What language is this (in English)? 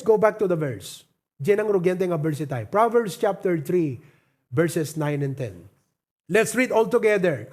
Iloko